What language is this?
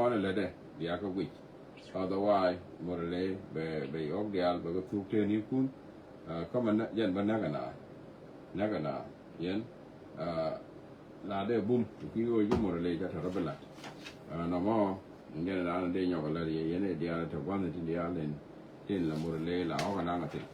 Nuer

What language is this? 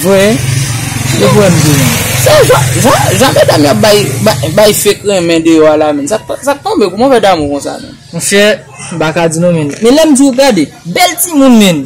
Haitian Creole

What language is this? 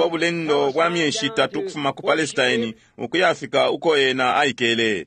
Bemba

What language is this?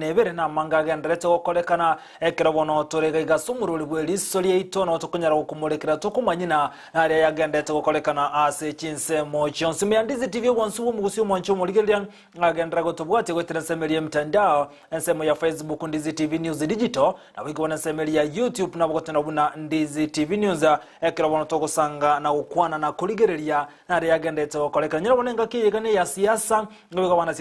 Gusii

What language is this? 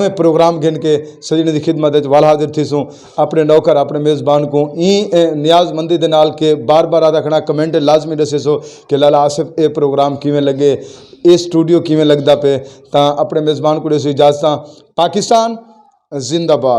Saraiki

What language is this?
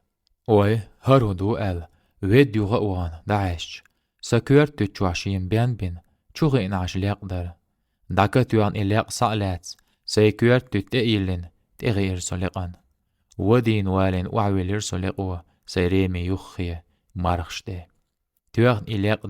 Chechen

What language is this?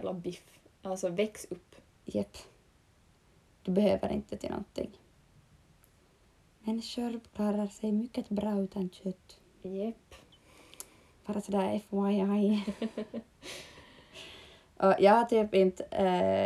Swedish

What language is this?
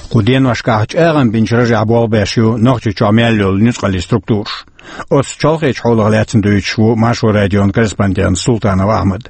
Chechen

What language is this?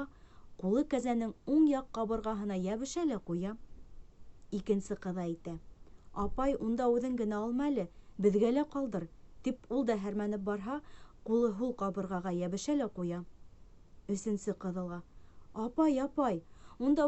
Bashkir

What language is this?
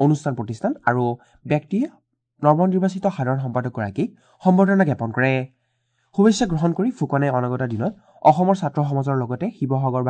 Assamese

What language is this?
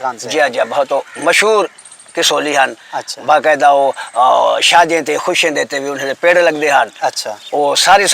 Saraiki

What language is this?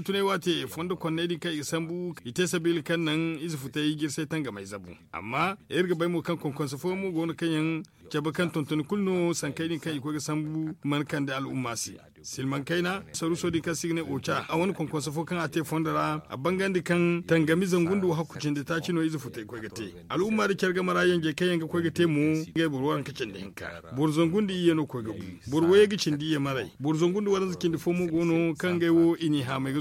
Zarma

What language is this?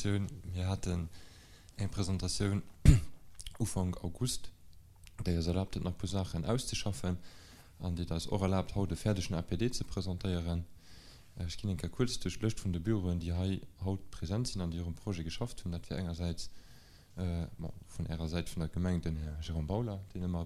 Luxembourgish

